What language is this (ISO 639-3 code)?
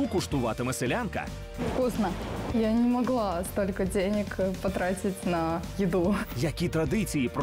rus